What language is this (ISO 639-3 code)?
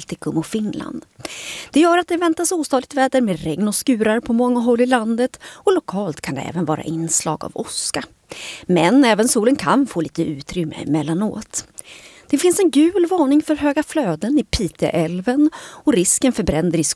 swe